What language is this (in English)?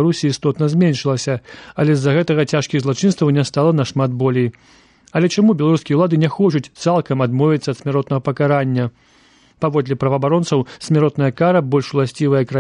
Belarusian